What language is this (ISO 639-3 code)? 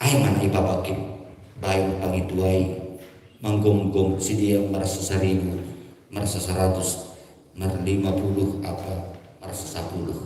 bts